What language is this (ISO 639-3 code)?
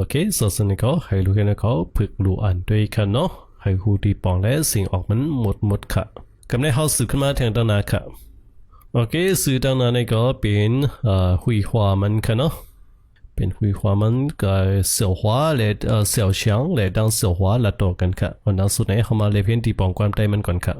shn